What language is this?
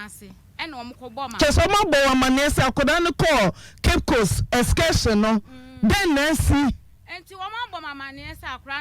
Akan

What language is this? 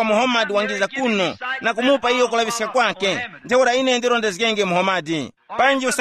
Tumbuka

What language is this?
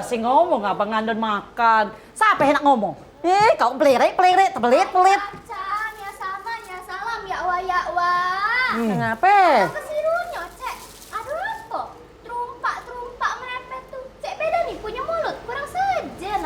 Musi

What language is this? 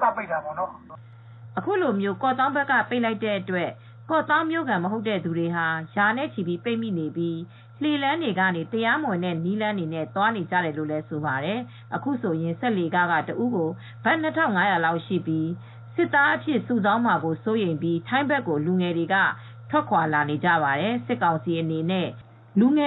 Burmese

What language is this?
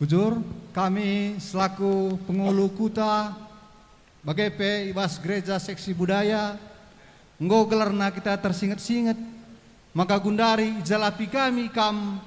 Batak Karo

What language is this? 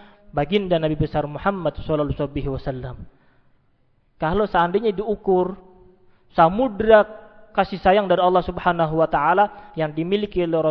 Indonesian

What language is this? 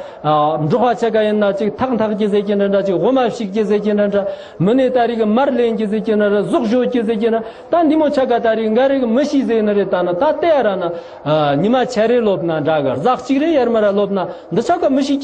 Tibetan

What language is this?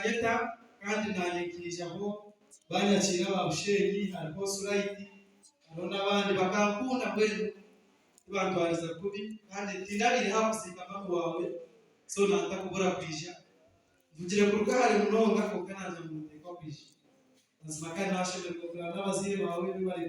Nyankole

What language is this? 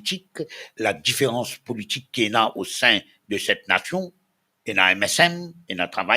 Morisyen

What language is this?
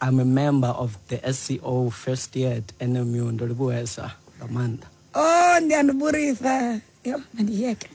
Xhosa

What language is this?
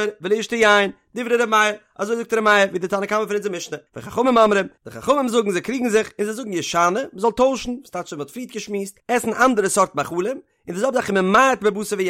Yiddish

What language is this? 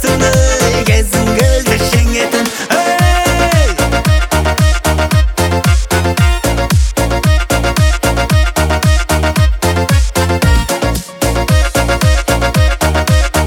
Kazakh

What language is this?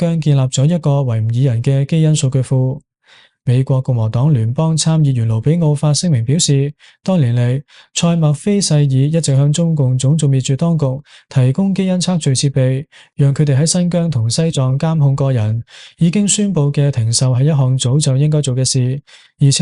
Cantonese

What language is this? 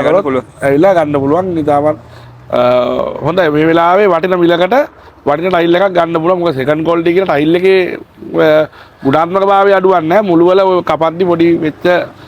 Sinhala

